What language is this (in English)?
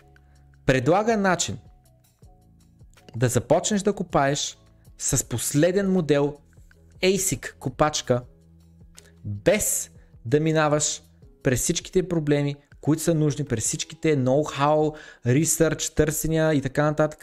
Bulgarian